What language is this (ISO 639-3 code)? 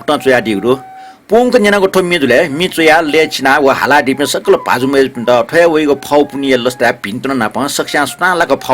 new